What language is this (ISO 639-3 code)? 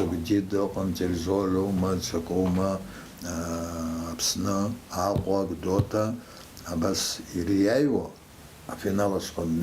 abk